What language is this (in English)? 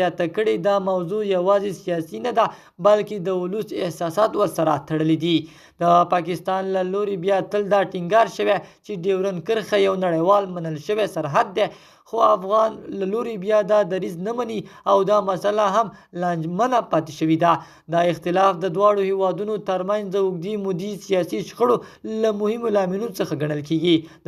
Pashto